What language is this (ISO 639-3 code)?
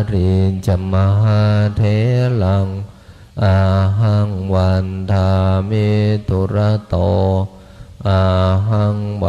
pli